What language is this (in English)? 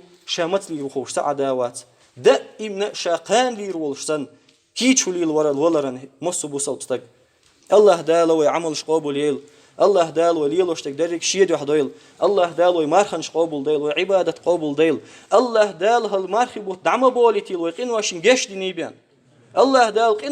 Chechen